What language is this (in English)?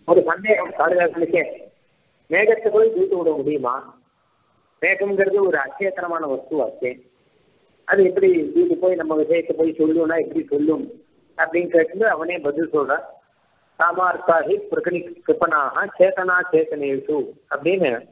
Tamil